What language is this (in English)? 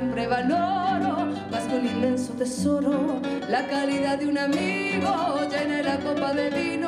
Spanish